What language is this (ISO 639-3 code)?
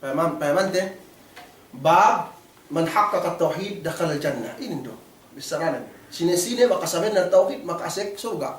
yka